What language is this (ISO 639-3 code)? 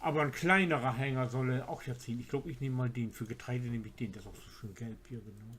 nds